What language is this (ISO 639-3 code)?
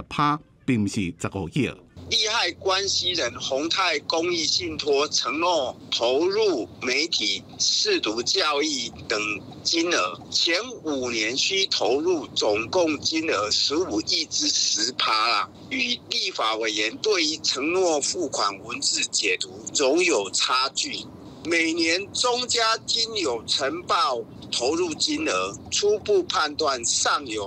nan